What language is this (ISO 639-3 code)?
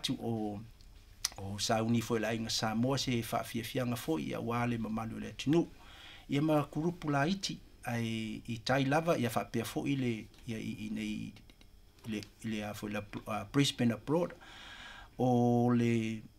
smo